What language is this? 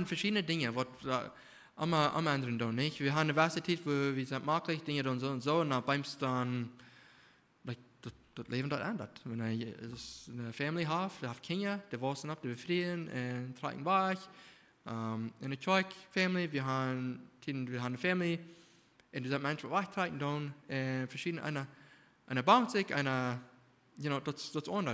Plautdietsch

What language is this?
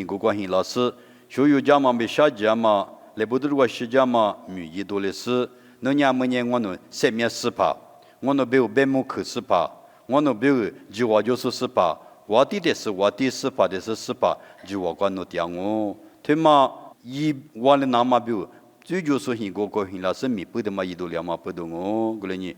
Lisu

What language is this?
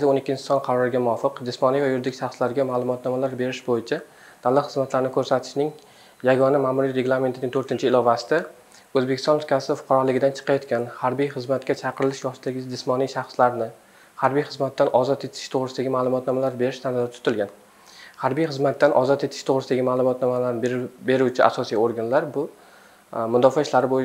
Uzbek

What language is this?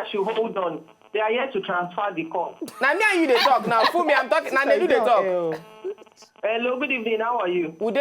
Nigerian Pidgin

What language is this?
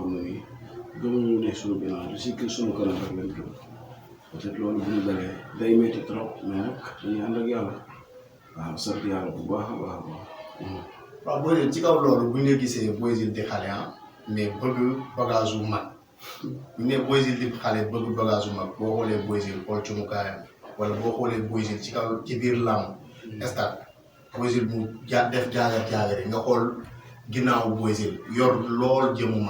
Wolof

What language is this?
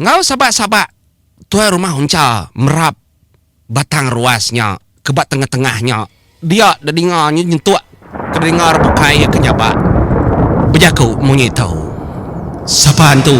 Iban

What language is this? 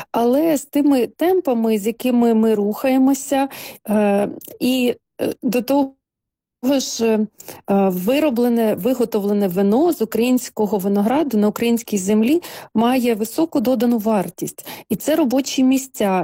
Ukrainian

